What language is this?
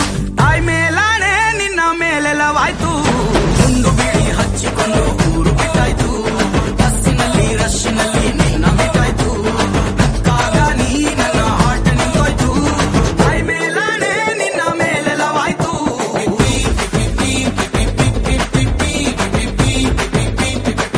Kannada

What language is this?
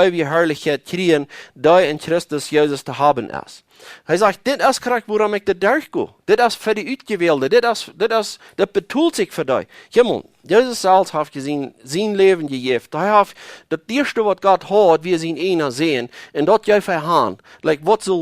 Plautdietsch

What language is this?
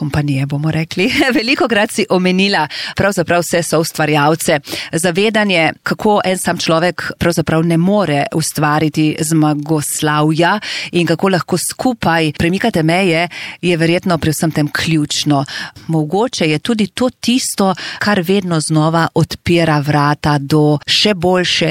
Slovenian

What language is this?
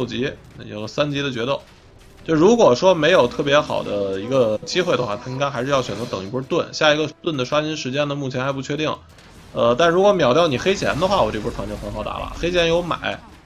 Chinese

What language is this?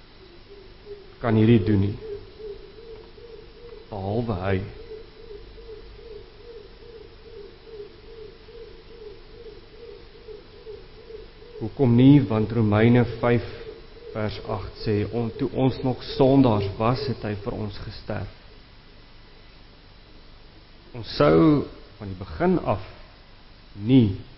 Afrikaans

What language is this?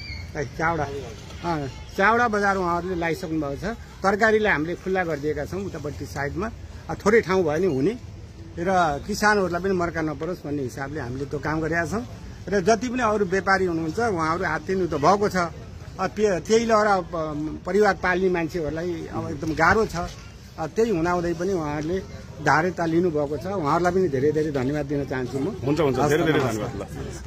Nepali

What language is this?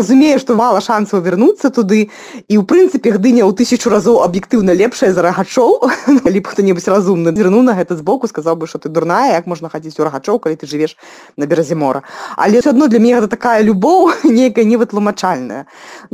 Belarusian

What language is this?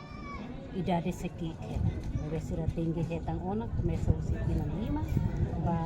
Tetum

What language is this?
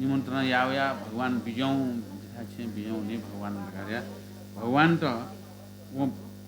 Newari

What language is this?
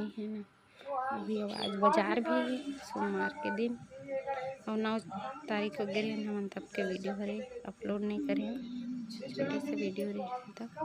Chhattisgarhi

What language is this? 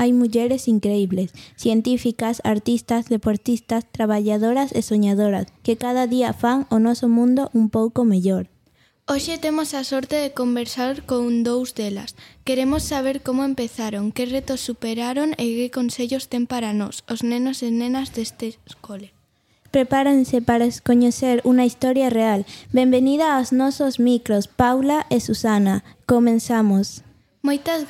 Galician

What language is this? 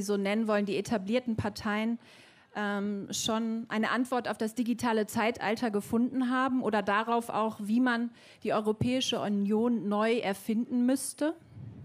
German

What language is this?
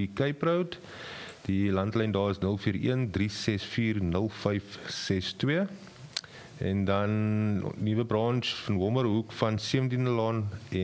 Afrikaans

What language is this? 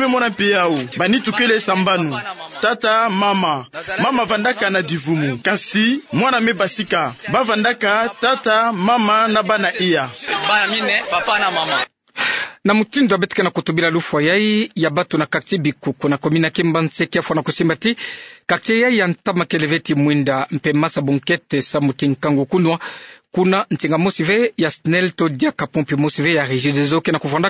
Kituba (Democratic Republic of Congo)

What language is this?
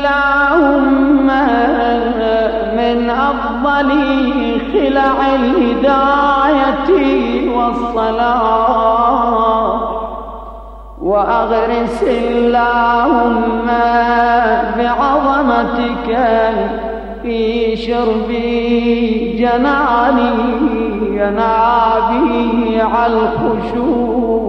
Arabic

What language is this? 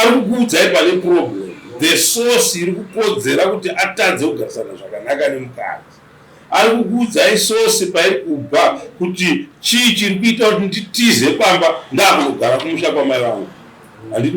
Shona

